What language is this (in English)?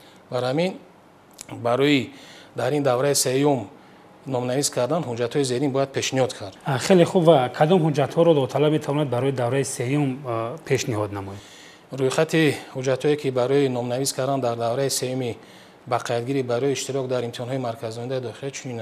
Tajik